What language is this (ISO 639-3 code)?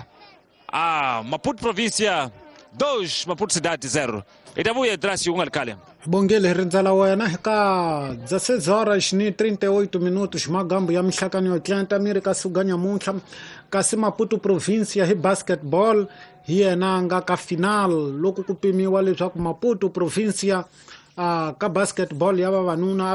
tso